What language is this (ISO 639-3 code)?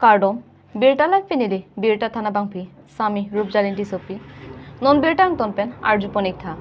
mjw